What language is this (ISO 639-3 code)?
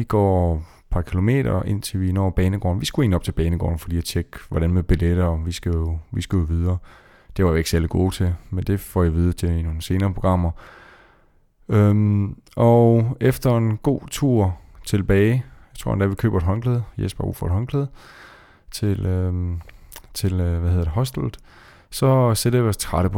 dan